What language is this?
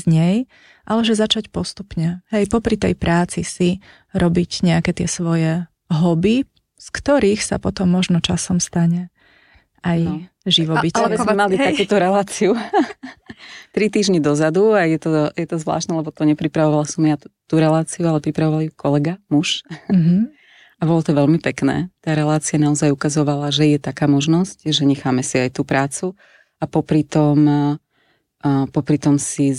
Slovak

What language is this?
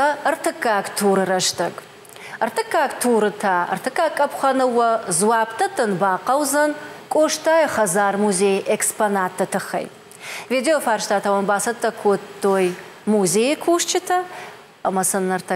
Ossetic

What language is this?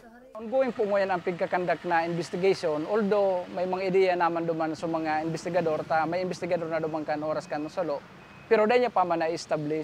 Bikol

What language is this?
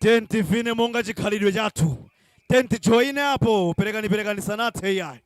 Nyanja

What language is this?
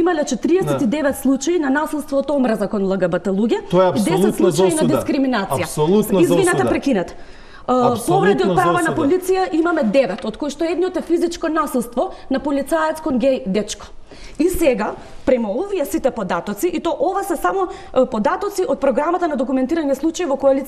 Macedonian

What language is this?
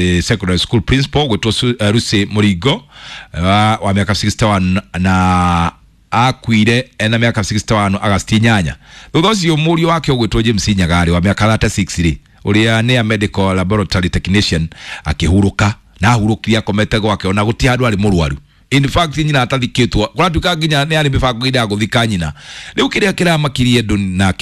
Kikuyu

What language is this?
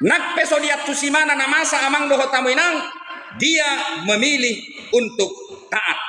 Batak Toba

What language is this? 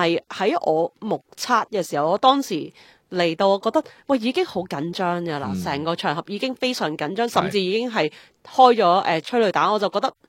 Cantonese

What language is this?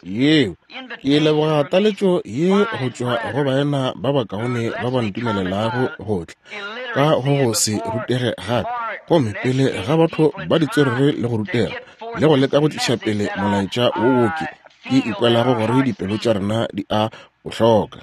Northern Sotho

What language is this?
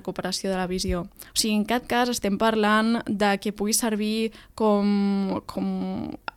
Catalan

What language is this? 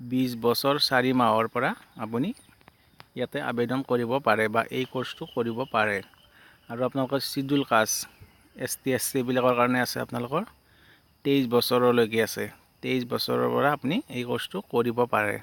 Assamese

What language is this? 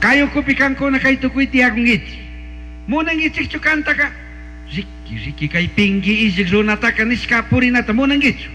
Chimborazo Highland Quichua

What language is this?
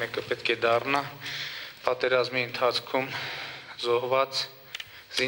Armenian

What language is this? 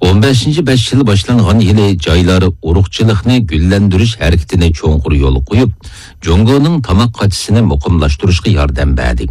Uyghur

